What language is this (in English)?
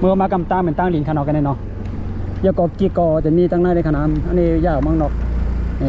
Shan